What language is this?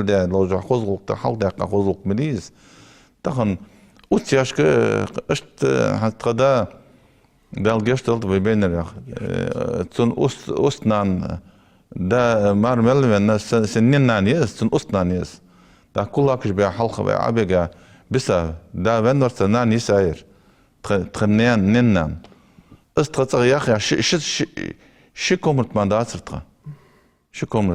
Ingush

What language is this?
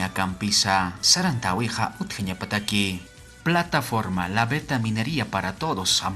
Aymara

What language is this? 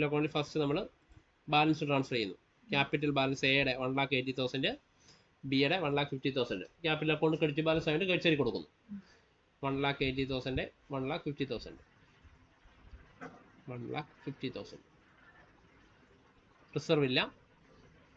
Malayalam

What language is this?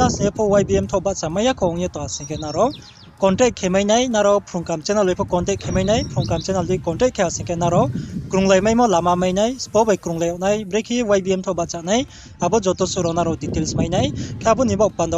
Riang (India)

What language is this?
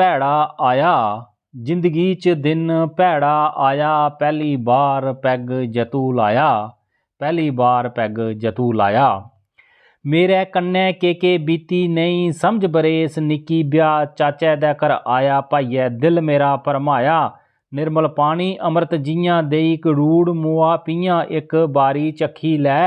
Dogri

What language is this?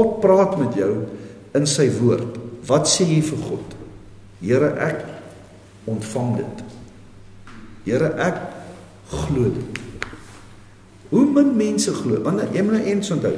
Afrikaans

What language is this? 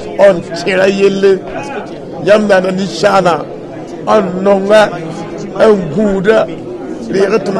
Mossi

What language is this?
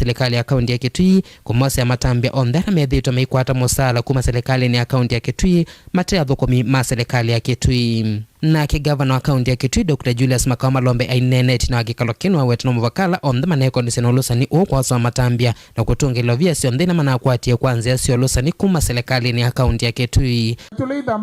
Kamba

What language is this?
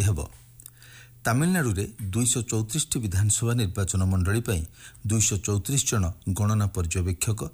Odia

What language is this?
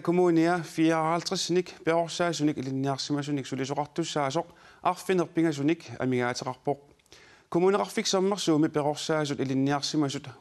Kalaallisut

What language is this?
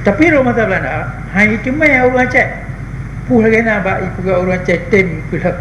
Achinese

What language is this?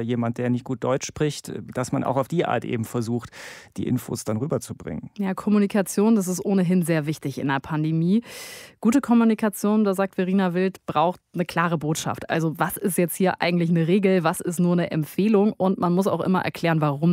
German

